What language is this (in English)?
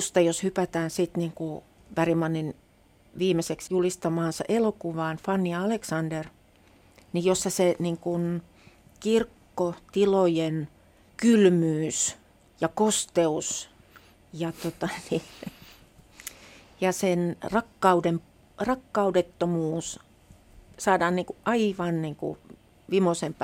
Finnish